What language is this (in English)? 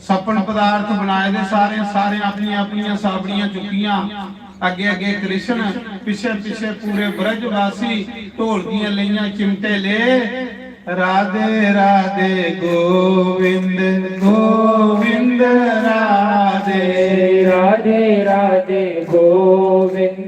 Dogri